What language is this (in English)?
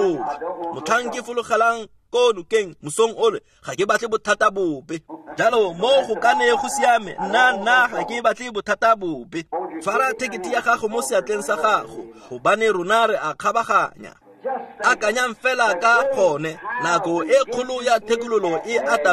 Tswana